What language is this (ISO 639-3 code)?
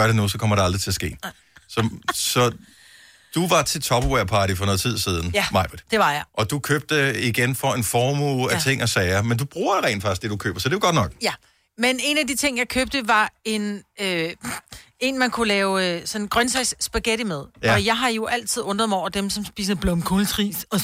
dan